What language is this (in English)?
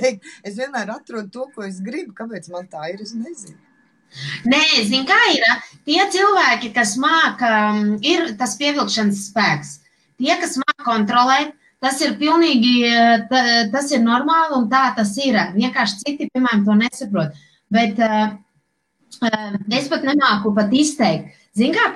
Latvian